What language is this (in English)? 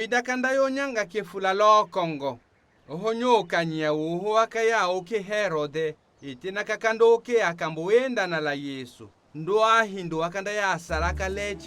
Tetela